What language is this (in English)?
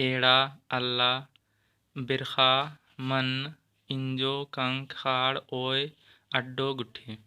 Kurukh